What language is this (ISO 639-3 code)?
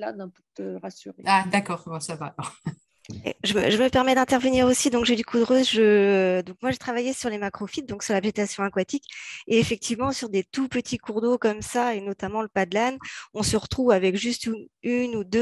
fra